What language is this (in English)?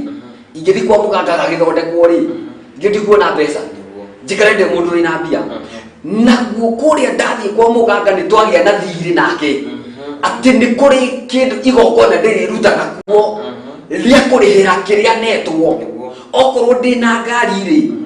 Kikuyu